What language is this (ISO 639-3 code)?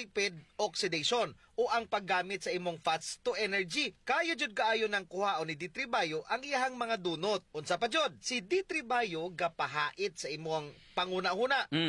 ceb